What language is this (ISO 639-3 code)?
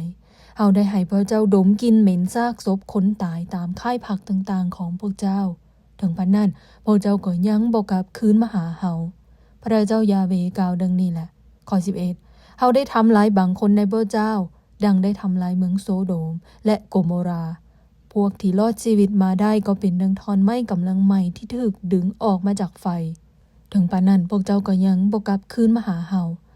lao